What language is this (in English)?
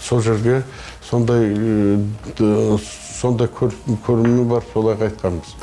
Kazakh